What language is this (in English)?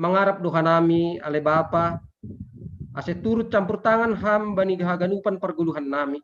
Batak Simalungun